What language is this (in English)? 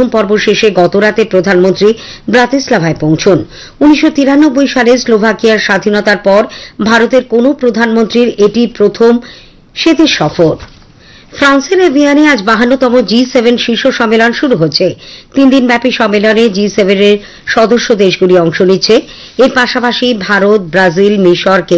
Bangla